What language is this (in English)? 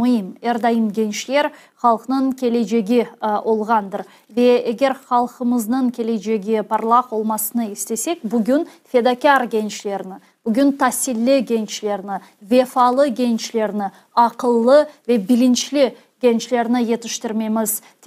Crimean Tatar